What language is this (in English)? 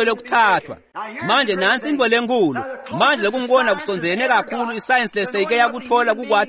Swati